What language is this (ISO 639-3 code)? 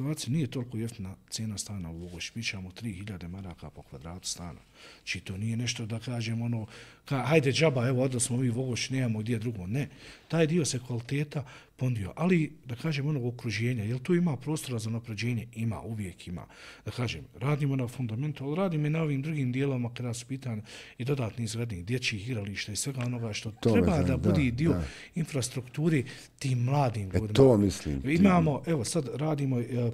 bos